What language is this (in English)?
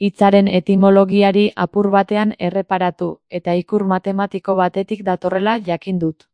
Basque